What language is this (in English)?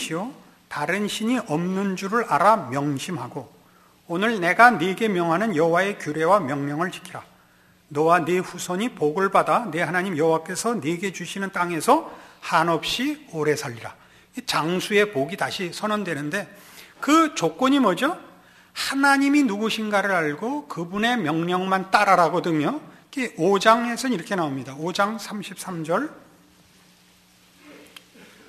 Korean